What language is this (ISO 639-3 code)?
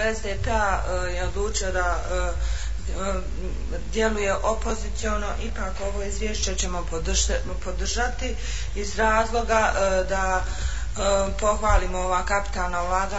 bos